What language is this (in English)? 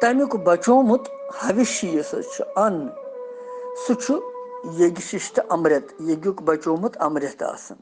Kashmiri